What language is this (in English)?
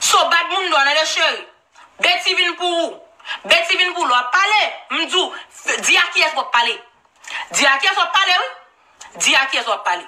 Haitian Creole